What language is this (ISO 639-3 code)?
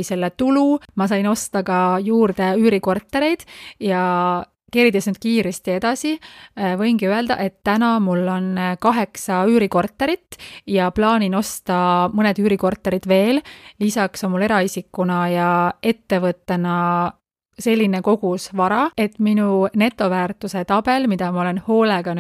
est